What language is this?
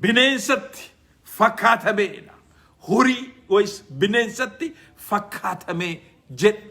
Oromo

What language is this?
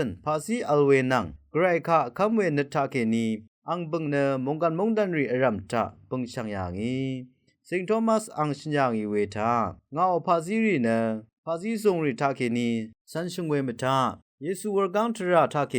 Rawang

